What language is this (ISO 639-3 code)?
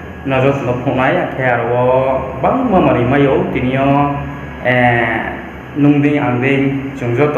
ria